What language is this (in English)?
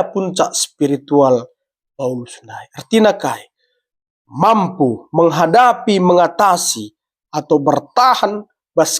Batak Karo